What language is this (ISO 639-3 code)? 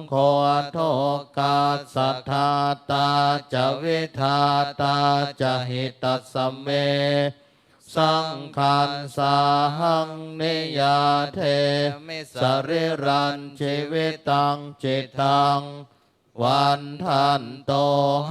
pli